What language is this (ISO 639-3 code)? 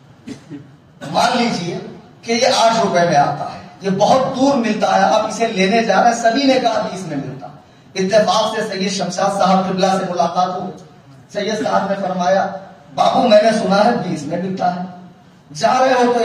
urd